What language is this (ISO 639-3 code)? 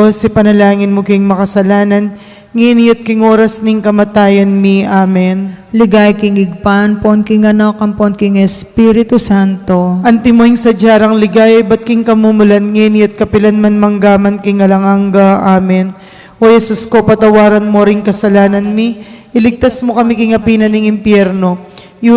pam